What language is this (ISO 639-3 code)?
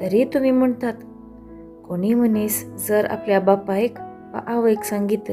kok